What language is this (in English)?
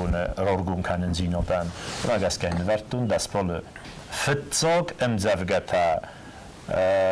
Ossetic